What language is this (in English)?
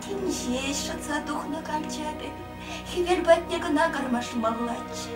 Chuvash